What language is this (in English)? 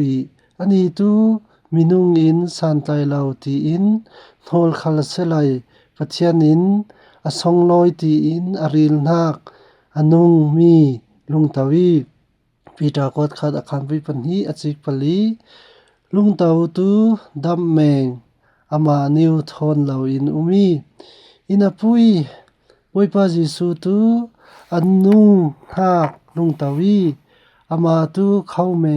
Falam Chin